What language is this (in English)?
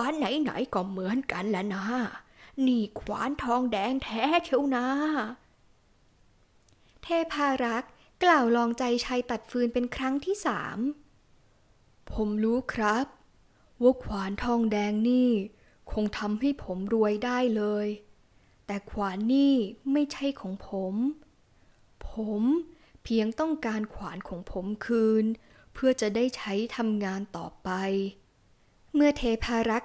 Thai